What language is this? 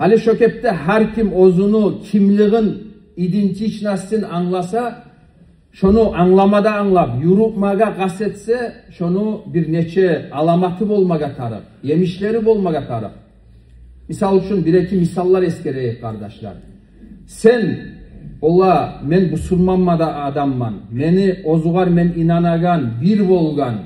Kumyk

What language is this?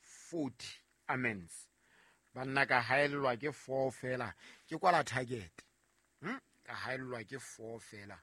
Southern Sotho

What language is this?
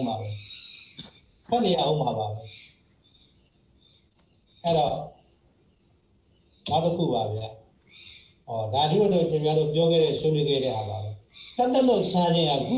Burmese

